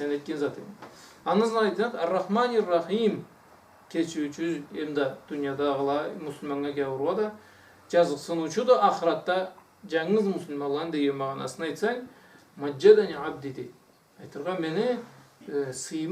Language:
Karachay-Balkar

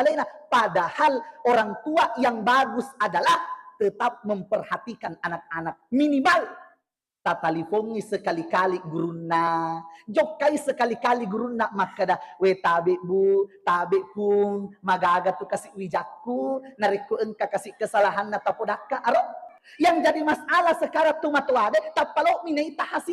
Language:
Buginese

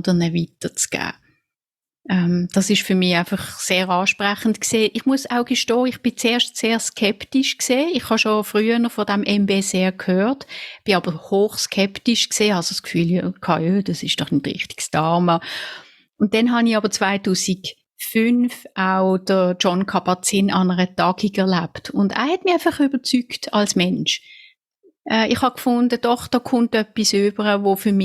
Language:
Swiss German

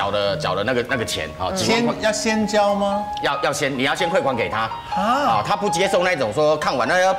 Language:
Chinese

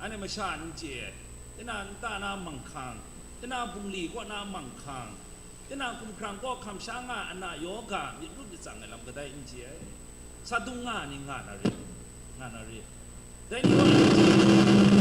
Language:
Kachin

